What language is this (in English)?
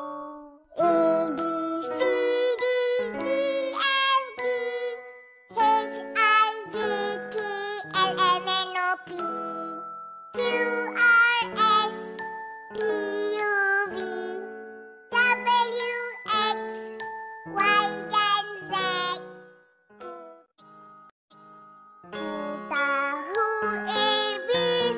Malay